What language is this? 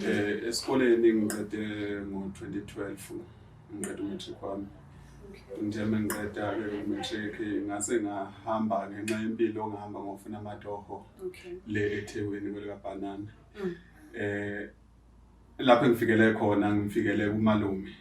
Zulu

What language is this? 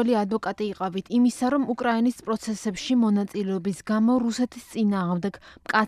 Georgian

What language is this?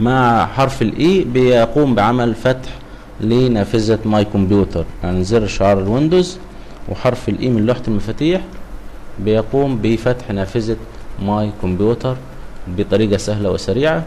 Egyptian Arabic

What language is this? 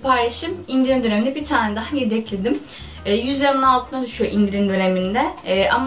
Turkish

